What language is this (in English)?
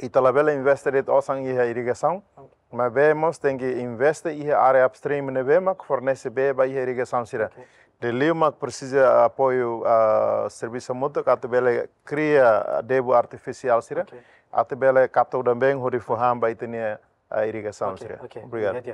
Tetum